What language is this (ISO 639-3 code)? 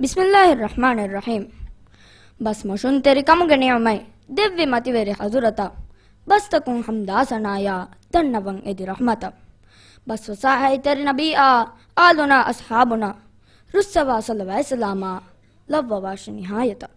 div